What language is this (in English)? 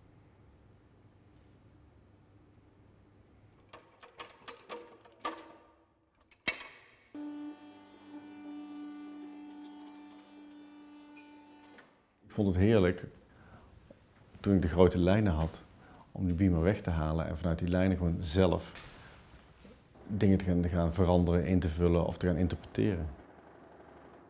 Dutch